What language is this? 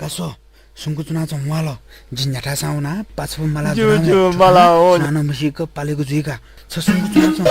Newari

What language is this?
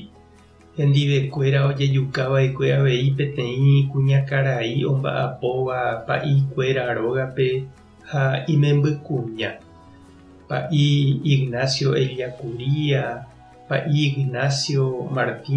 Guarani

